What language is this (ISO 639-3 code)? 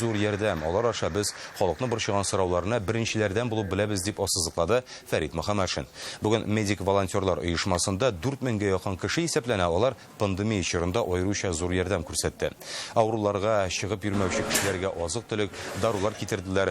tat